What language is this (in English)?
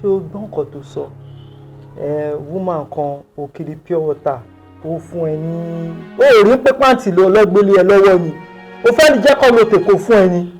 Yoruba